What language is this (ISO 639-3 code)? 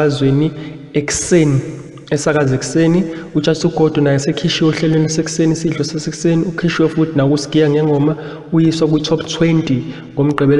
zul